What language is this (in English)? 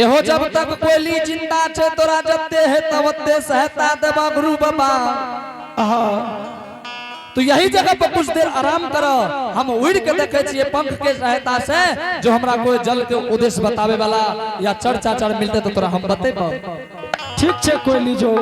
Angika